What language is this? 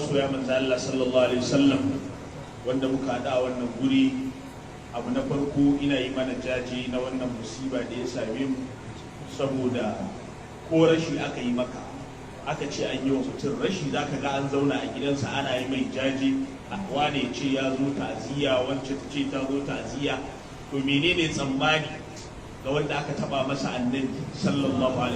Hausa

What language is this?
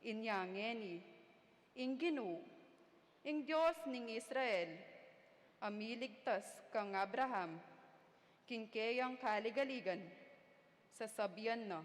Pampanga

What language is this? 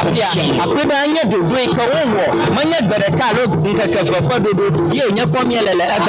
Ewe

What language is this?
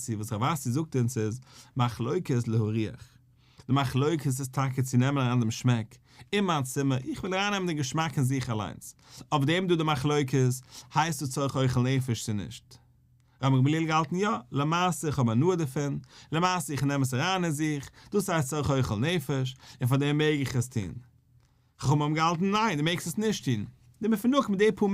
Yiddish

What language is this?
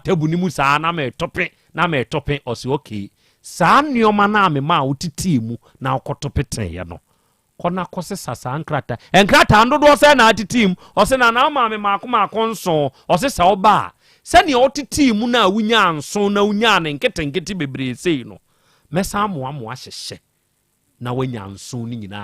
Akan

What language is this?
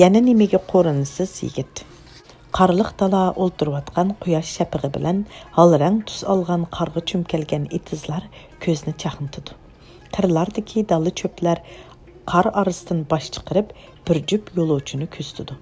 Uyghur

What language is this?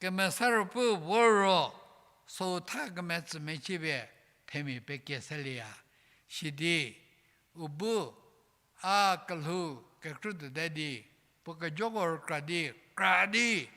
Angami Naga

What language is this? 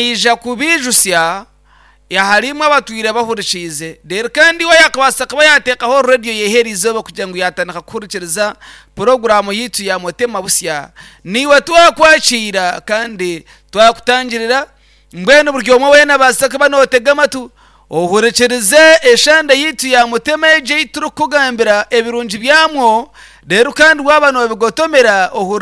Nyankole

